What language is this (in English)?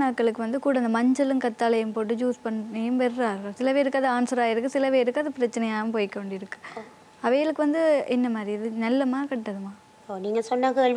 Tamil